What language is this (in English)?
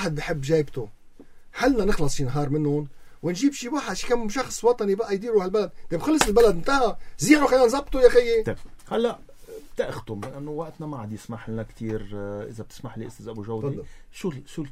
North Levantine Arabic